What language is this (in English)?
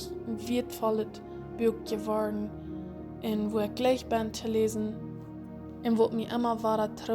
Plautdietsch